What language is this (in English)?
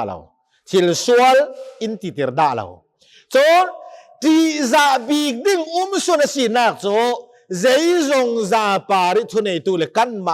Hakha Chin